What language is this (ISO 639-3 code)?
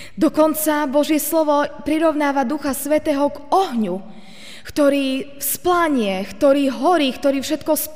slk